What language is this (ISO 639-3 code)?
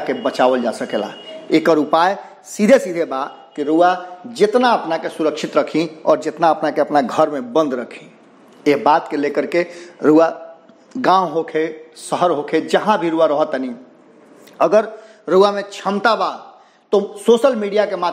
bho